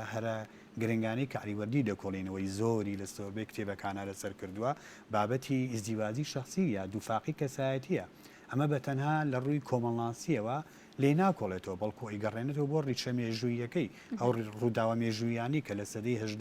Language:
Central Kurdish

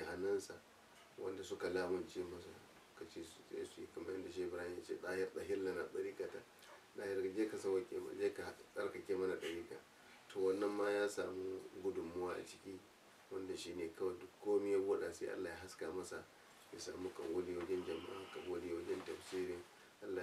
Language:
Hausa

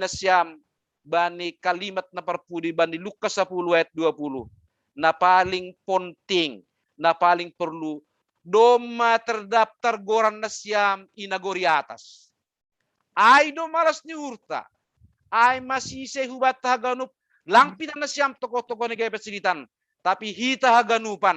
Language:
Batak Simalungun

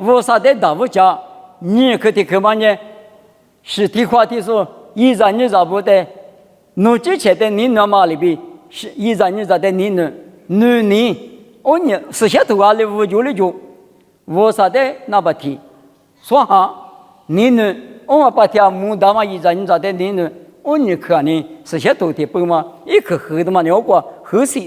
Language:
Lisu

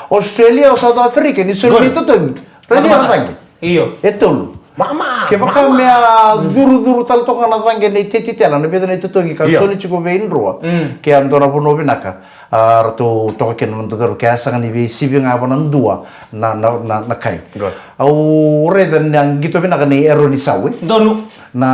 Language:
Fijian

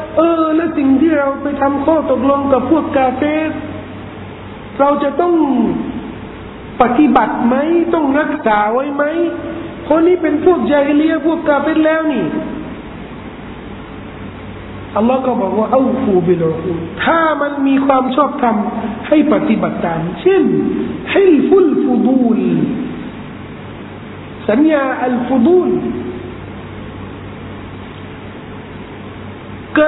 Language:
Thai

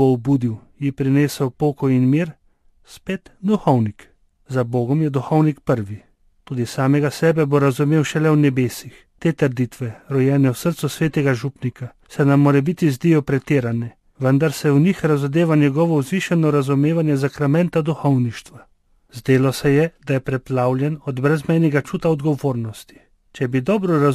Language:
Slovenian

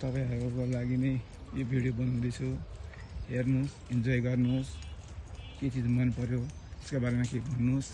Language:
Nepali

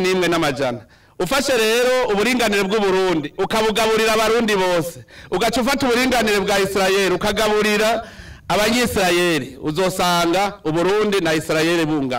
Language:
Rundi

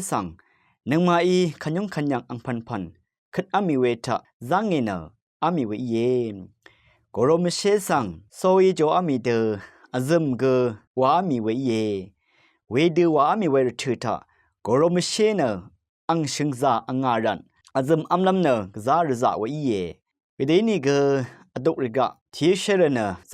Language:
Rawang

